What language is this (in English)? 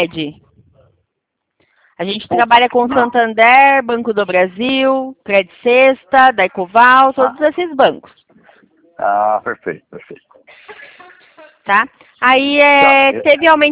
Portuguese